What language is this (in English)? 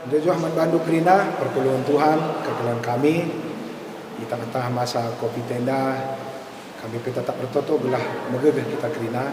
Batak Karo